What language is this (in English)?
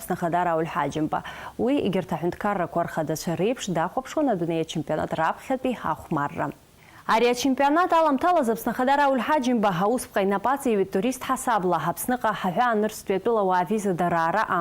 Abkhazian